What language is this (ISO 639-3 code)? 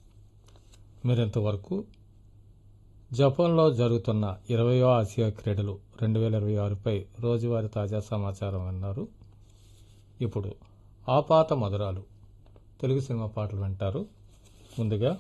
tel